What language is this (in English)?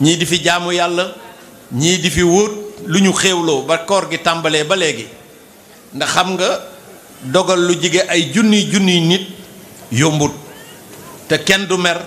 Wolof